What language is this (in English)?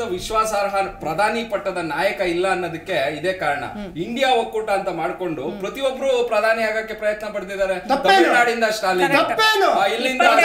Kannada